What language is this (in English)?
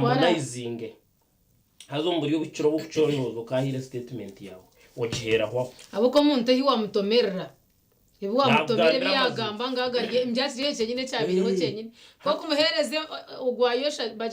Nyankole